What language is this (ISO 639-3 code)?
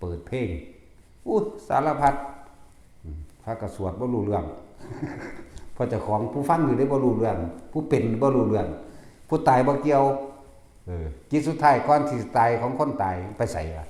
lao